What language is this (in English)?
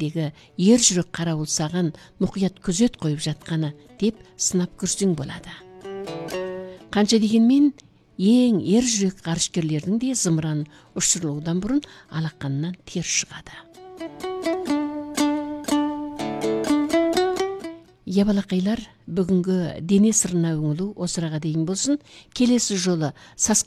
Kazakh